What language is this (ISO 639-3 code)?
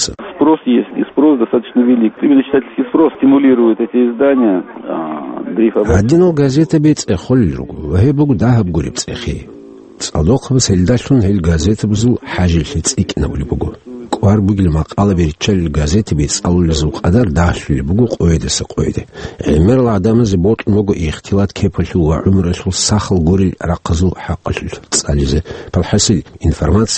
ava